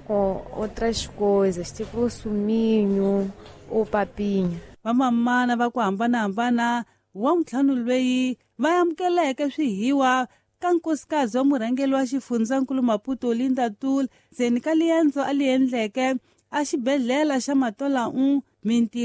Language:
Tsonga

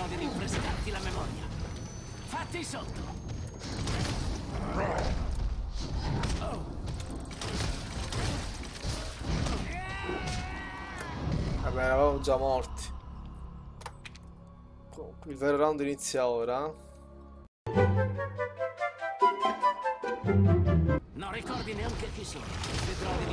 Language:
Italian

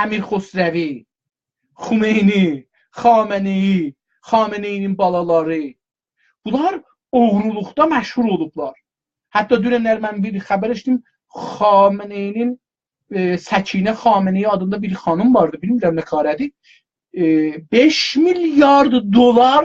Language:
South Azerbaijani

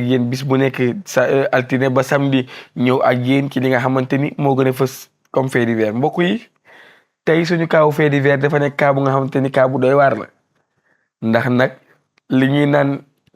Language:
Wolof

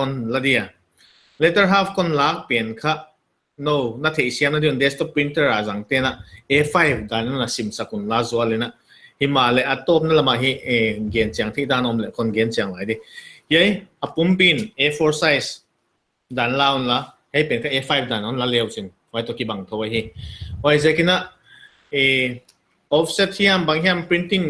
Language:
Paite Chin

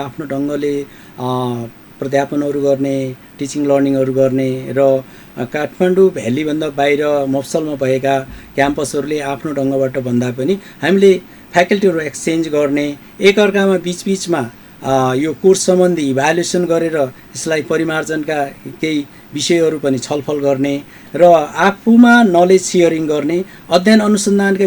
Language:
Nepali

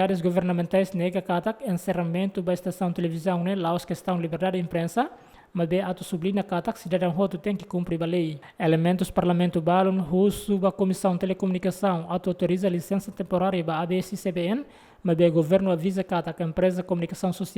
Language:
Tetum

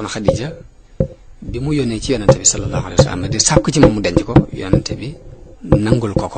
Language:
Wolof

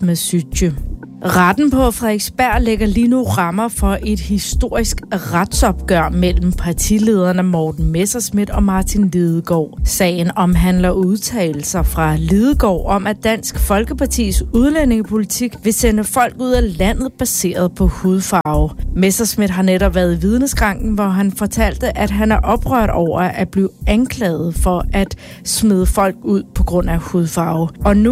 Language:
Danish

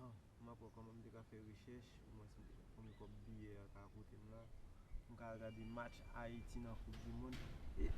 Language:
Haitian Creole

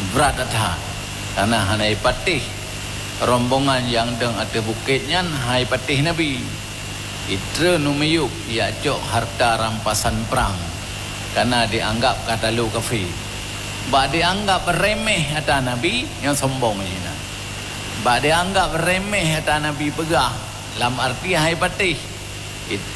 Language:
Achinese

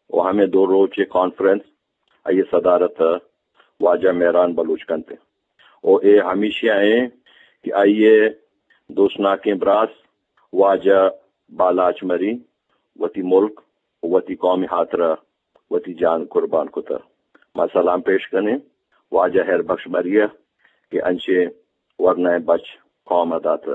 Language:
Eastern Balochi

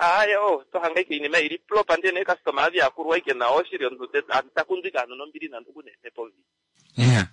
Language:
Kuanyama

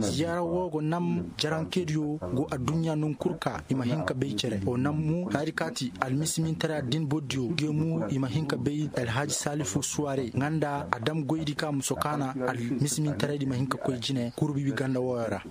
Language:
Koyraboro Senni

